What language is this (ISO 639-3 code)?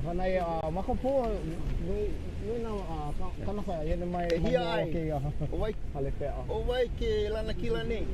haw